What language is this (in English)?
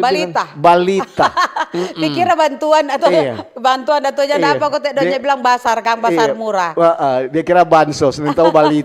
Manado Malay